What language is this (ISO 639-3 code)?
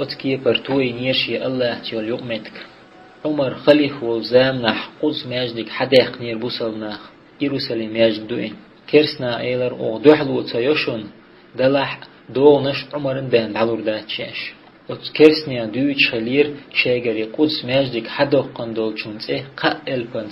che